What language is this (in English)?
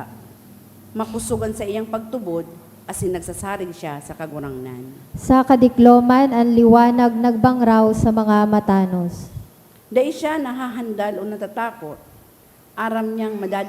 Bikol